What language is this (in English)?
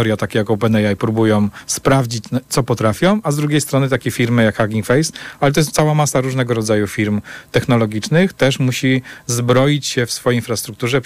Polish